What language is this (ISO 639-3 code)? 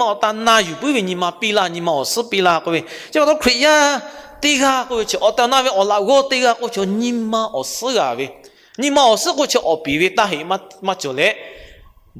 lhu